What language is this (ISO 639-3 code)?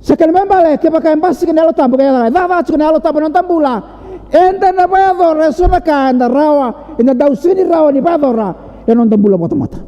fij